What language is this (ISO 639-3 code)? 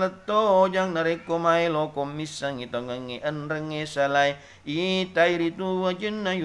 bug